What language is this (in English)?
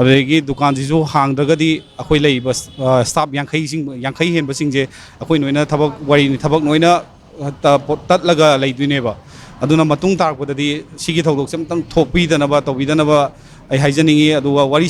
Manipuri